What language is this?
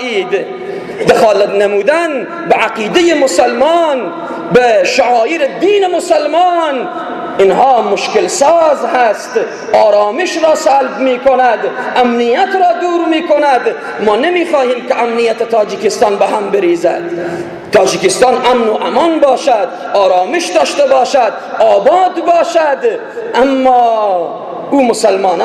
Persian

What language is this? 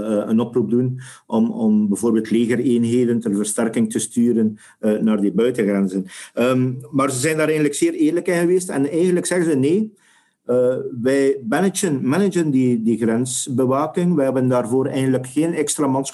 Dutch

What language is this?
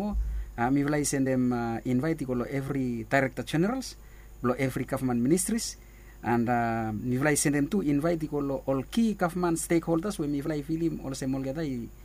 Bislama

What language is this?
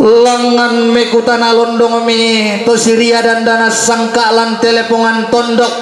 Toraja-Sa'dan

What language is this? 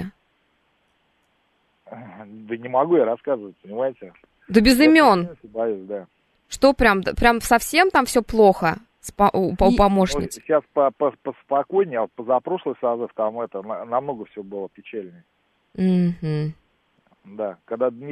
Russian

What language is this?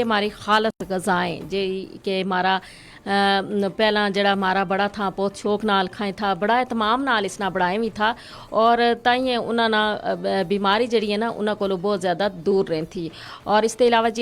Gujari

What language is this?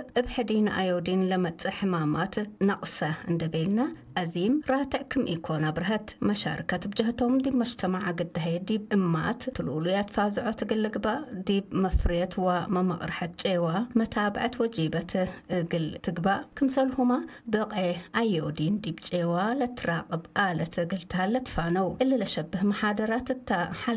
Tigre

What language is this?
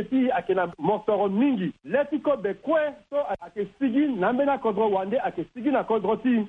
Sango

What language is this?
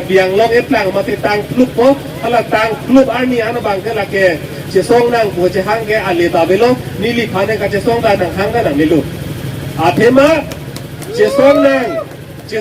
Karbi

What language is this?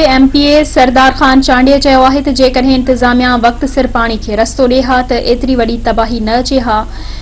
Sindhi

